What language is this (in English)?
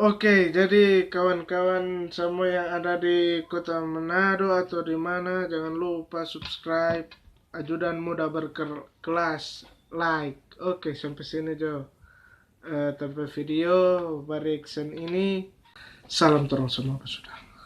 Manado Malay